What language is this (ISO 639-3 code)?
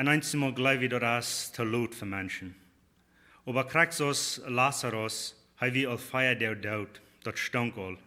pdt